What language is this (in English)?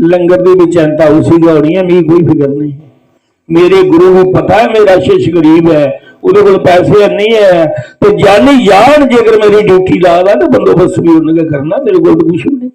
Dogri